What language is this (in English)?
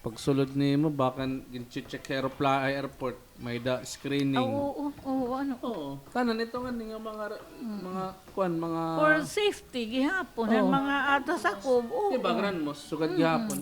Waray